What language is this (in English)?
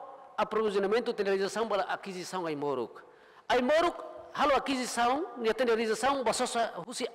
Tetum